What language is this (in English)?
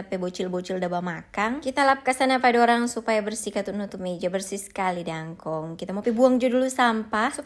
Manado Malay